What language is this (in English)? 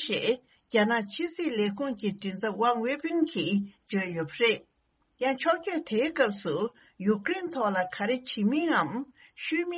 Tibetan